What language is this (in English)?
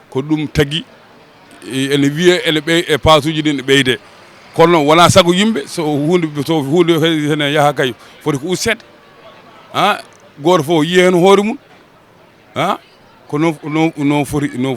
Fula